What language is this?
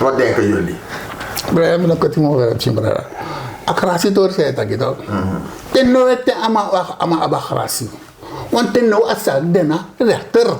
Sranan Tongo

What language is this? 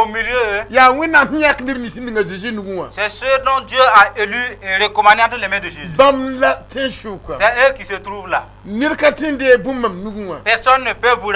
Mossi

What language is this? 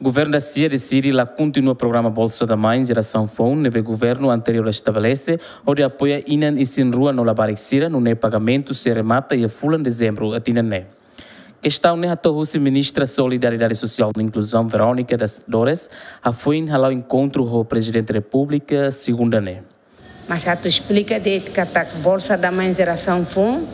Tetum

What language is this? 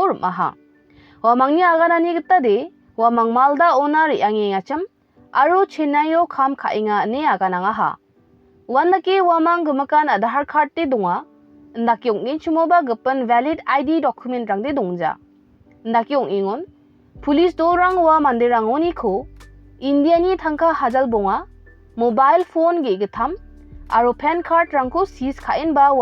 Garo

